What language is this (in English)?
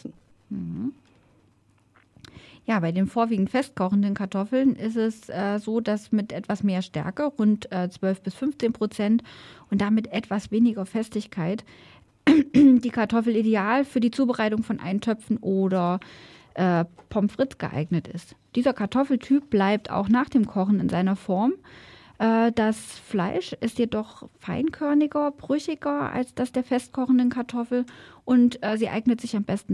German